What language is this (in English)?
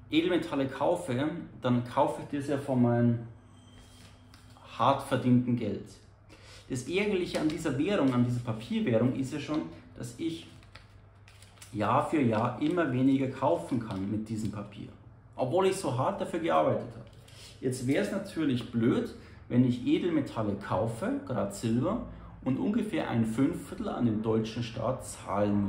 German